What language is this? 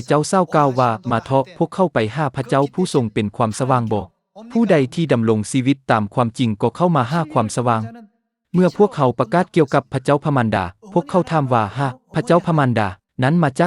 Lao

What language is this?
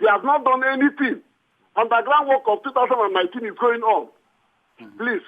Nigerian Pidgin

